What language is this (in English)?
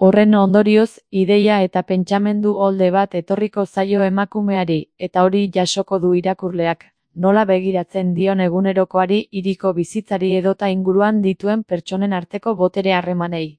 Basque